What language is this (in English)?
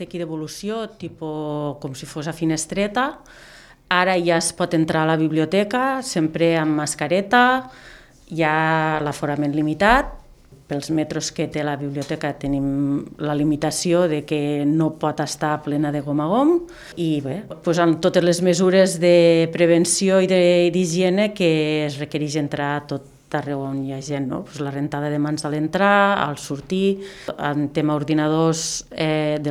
Catalan